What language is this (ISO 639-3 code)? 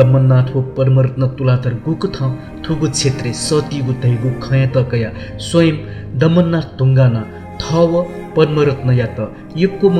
new